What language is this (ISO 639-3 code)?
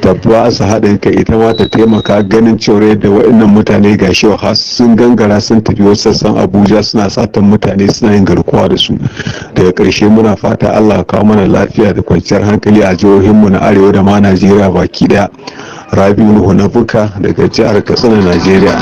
hau